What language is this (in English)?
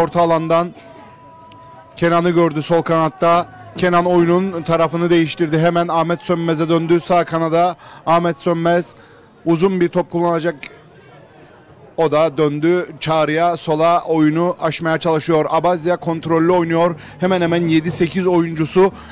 Turkish